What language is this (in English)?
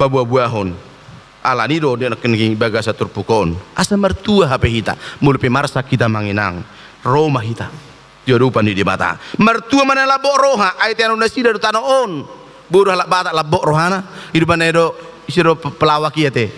Batak Toba